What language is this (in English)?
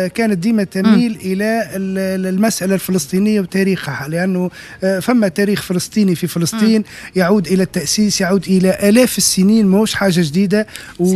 Tunisian Arabic